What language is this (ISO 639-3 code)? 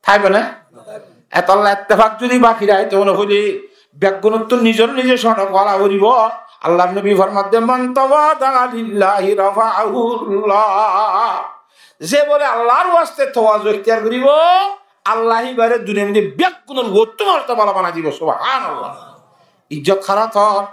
rhg